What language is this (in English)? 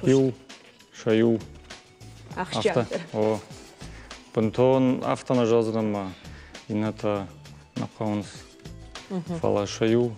Ossetic